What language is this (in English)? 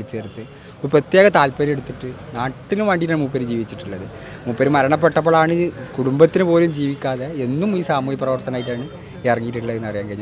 Malayalam